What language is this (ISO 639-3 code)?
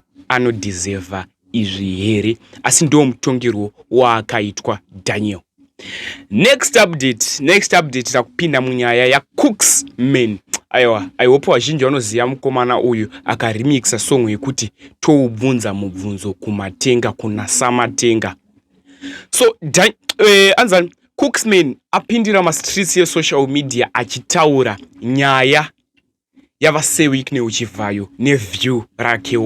sna